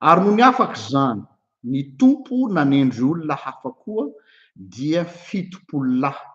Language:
Malagasy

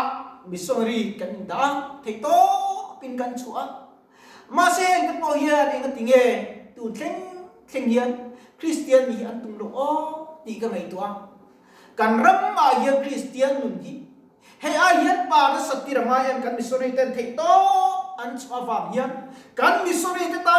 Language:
Mizo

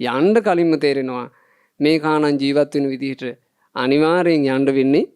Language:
Sinhala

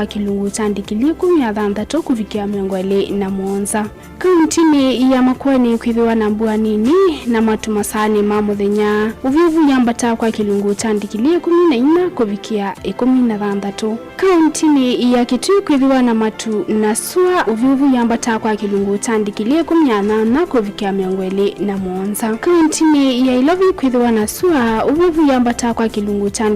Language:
Kamba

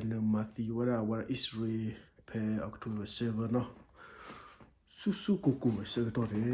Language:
S'gaw Karen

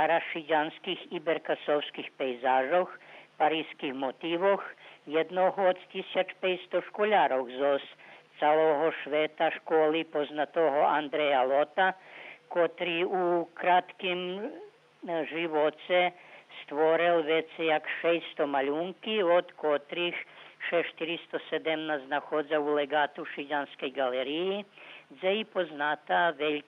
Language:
Rusyn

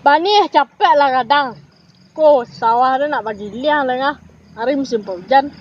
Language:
Minangkabau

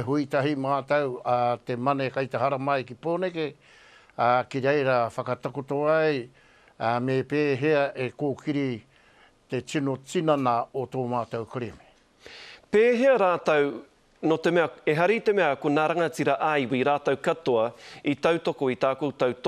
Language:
Māori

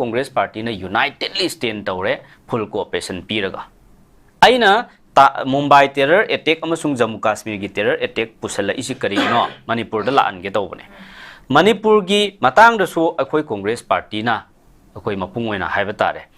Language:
Manipuri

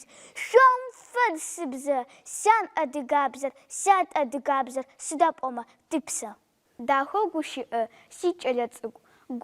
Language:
Adyghe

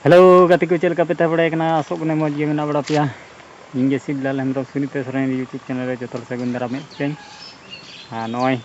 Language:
Santali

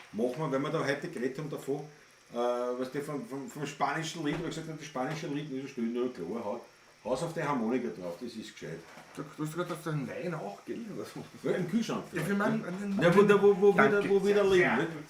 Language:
Bavarian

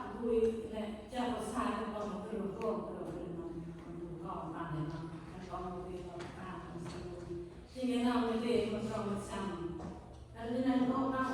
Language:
Central Mnong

